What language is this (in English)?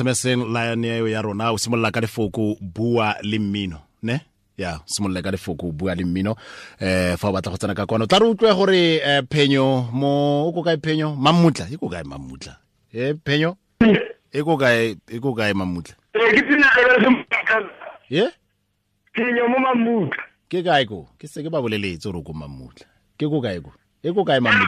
Tswana